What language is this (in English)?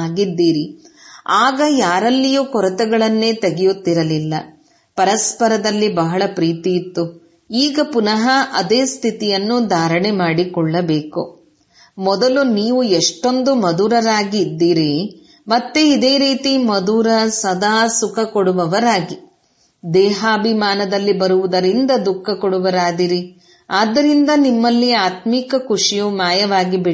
Kannada